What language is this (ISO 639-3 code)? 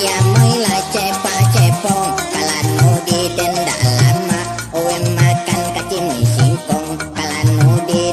min